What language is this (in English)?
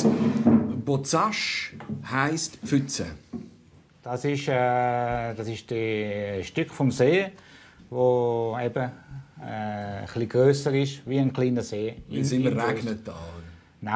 Swiss German